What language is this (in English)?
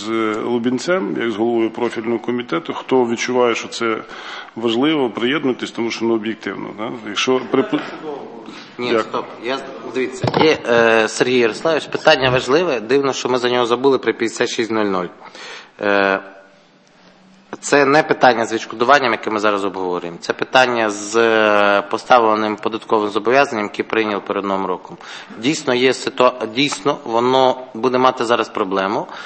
Ukrainian